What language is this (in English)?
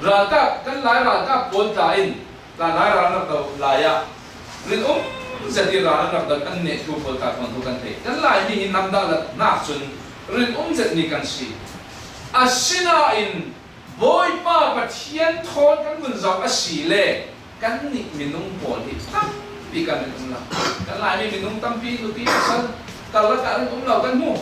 Falam Chin